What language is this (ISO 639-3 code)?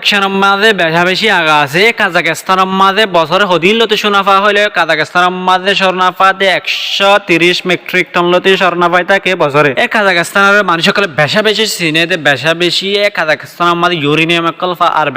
rhg